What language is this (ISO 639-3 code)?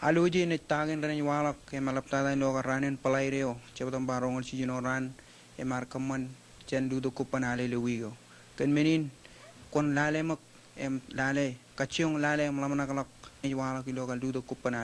mah